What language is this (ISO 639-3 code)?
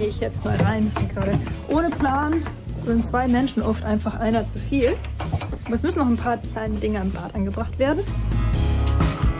deu